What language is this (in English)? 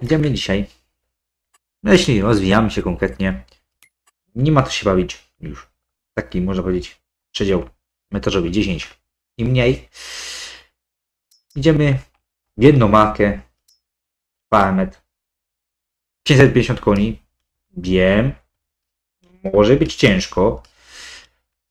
Polish